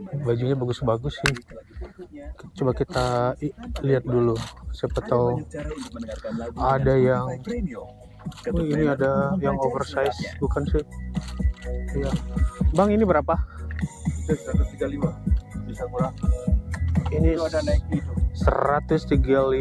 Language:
Indonesian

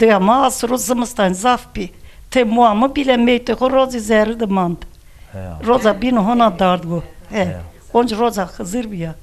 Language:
Zaza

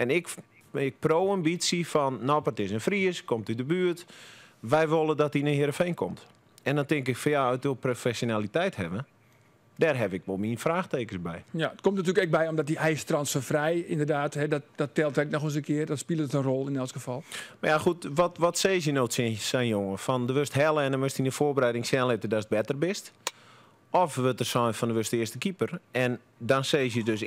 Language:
Western Frisian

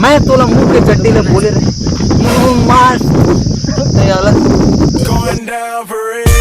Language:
Chhattisgarhi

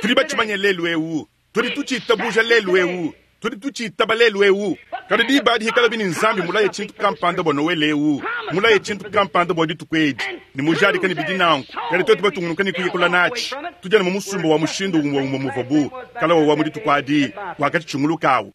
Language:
Luba-Lulua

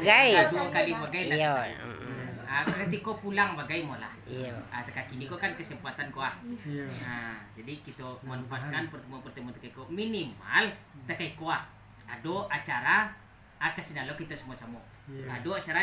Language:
Minangkabau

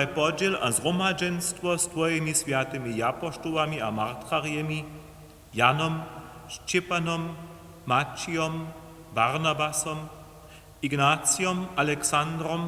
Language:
Upper Sorbian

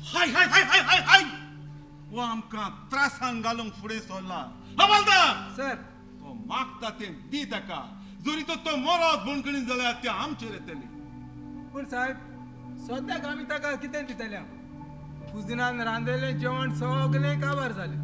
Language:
Konkani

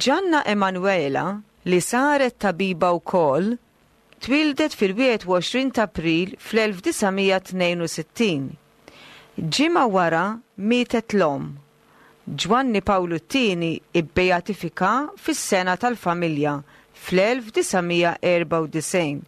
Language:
Maltese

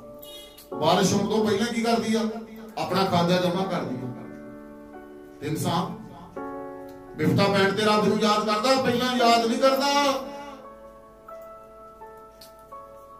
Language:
Punjabi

